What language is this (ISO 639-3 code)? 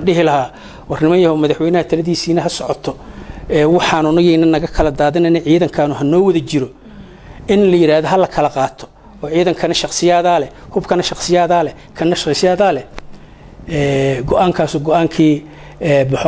som